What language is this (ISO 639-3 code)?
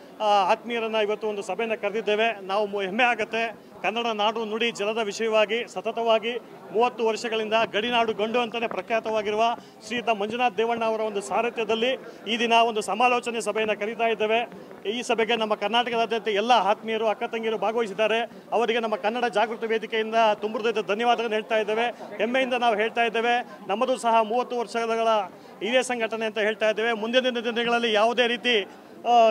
kan